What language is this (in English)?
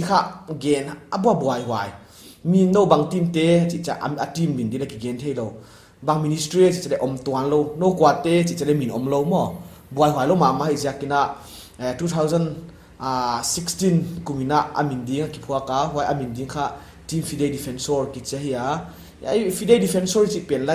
Paite Chin